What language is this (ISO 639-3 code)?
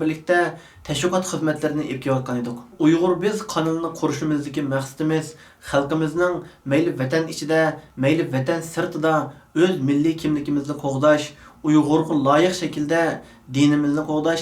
uig